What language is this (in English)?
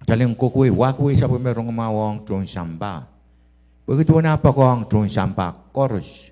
Pohnpeian